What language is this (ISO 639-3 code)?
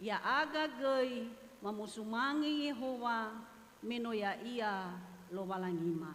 nia